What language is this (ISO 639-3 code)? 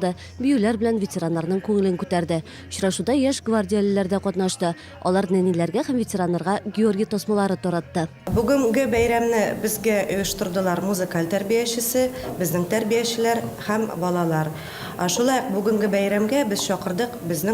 tat